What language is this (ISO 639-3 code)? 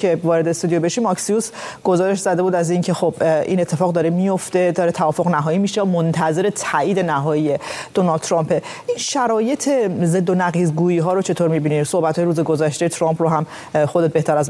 fas